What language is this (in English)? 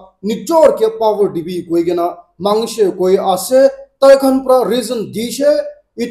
Naga Pidgin